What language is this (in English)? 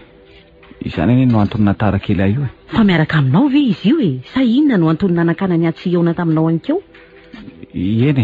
Malagasy